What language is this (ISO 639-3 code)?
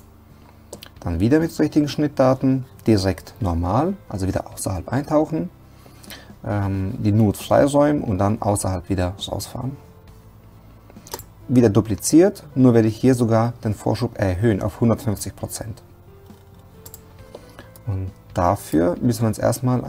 deu